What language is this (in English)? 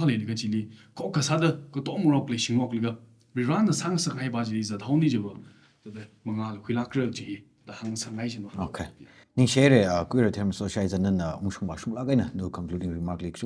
Tangkhul Naga (India)